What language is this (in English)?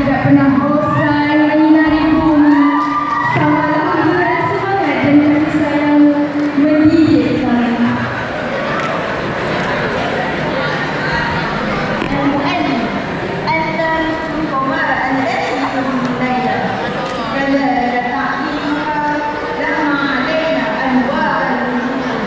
Malay